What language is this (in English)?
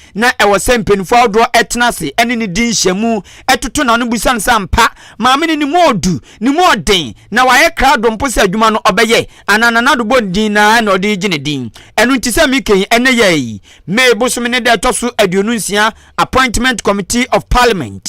Akan